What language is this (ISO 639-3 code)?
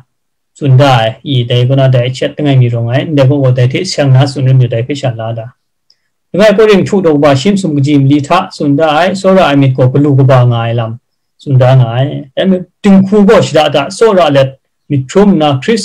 kac